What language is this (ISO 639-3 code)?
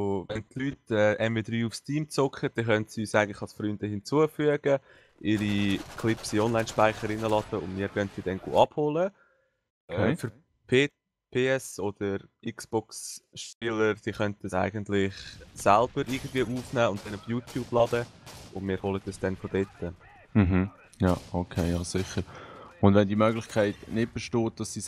gsw